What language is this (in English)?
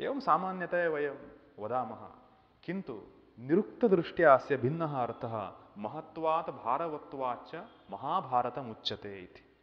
Sanskrit